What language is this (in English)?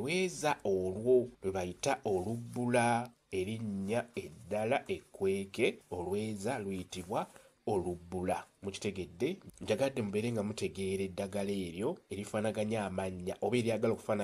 Ganda